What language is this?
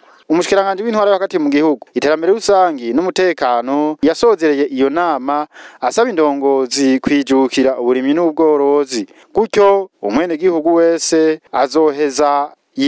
Rundi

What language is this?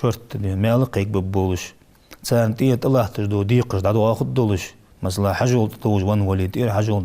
Ingush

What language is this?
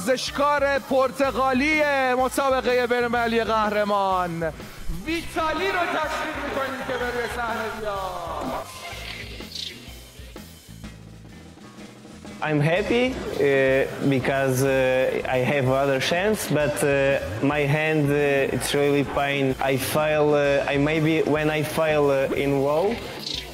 Persian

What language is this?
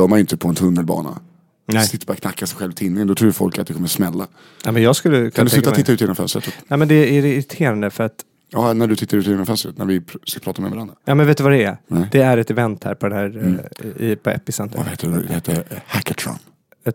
Swedish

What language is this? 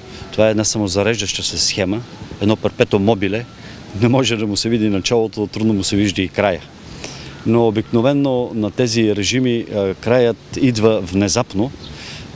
Bulgarian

